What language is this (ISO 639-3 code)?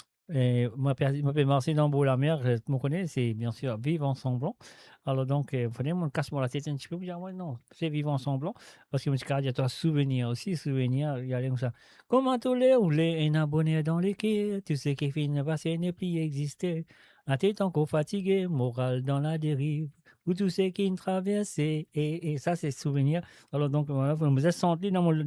mfe